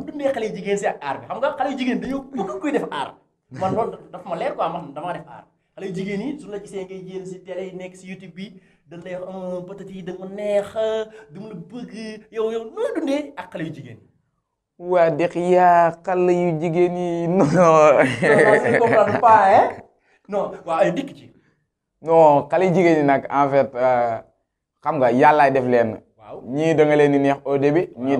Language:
Wolof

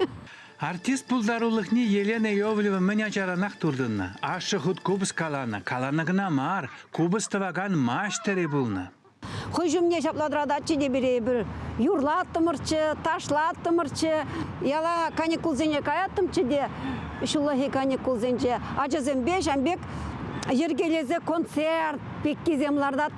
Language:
Chuvash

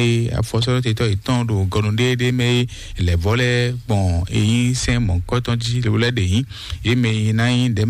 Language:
Fon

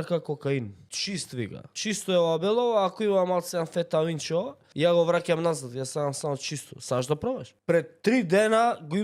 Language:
Macedonian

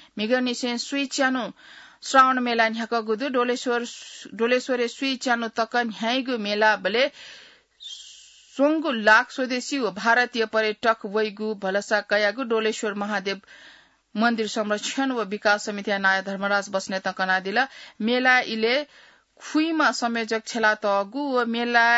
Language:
Newari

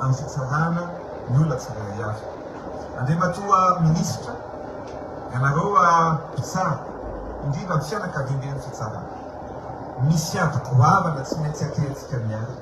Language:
Malagasy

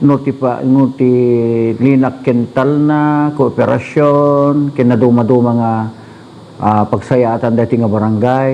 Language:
Iloko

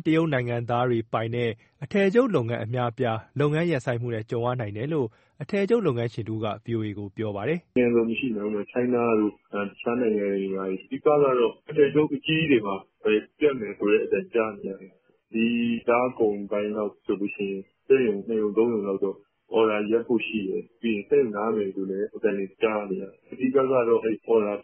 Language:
Burmese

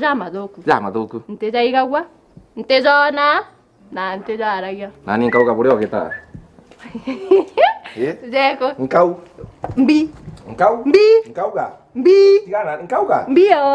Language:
Meru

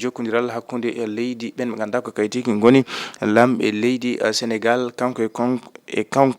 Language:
Fula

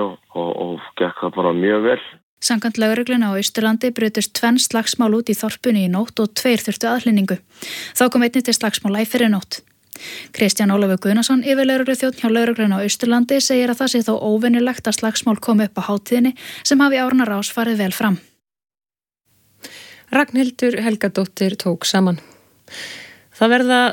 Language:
Icelandic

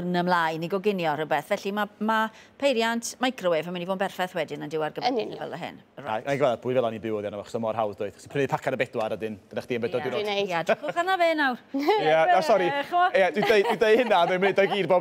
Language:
Welsh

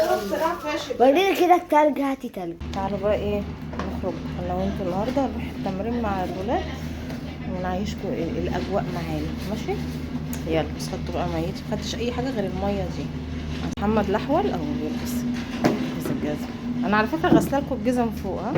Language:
Egyptian Arabic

